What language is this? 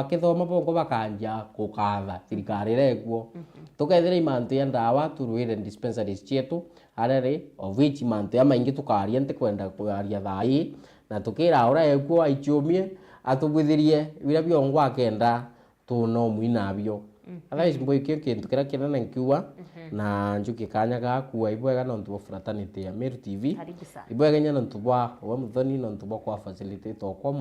Meru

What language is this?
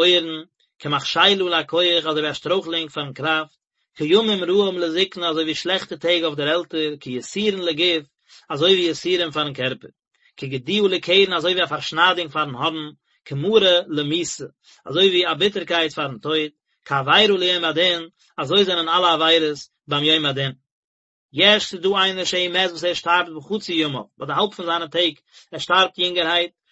Yiddish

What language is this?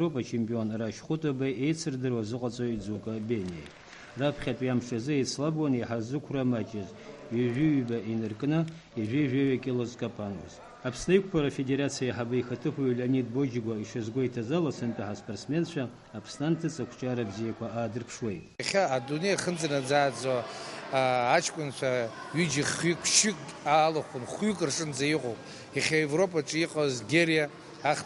Abkhazian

